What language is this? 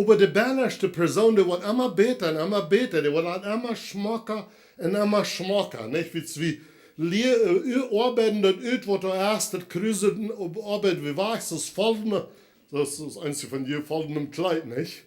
Plautdietsch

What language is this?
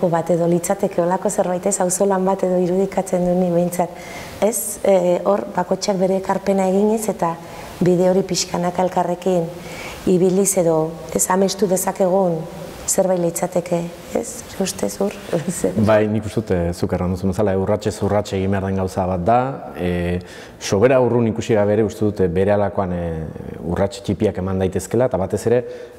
Basque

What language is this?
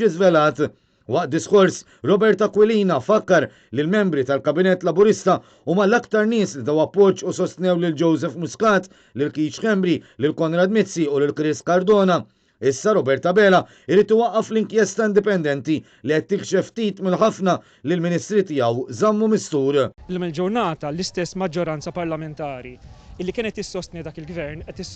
Maltese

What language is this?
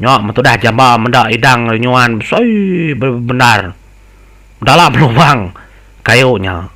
Iban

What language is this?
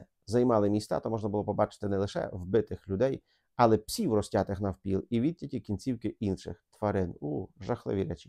Ukrainian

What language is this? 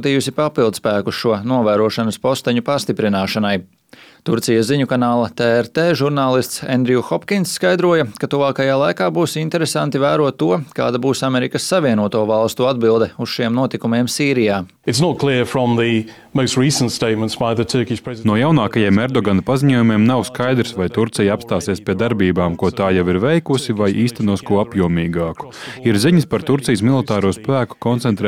Latvian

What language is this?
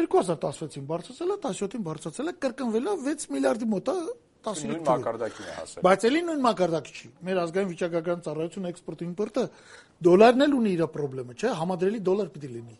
Armenian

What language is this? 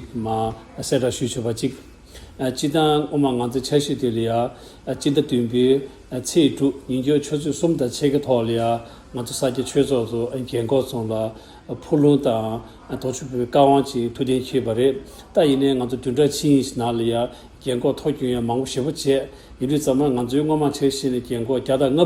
Tibetan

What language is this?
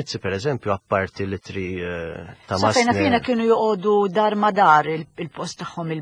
Maltese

